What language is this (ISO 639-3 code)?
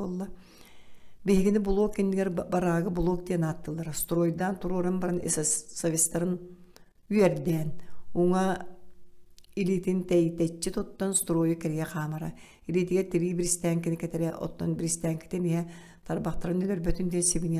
sah